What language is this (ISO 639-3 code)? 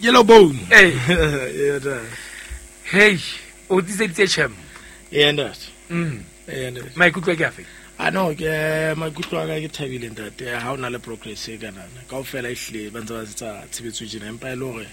sot